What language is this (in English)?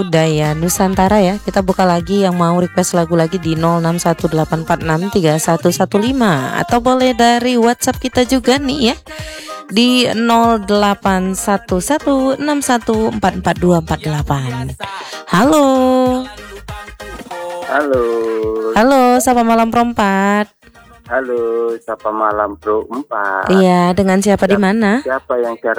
Indonesian